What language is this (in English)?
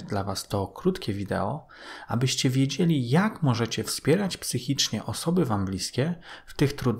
Polish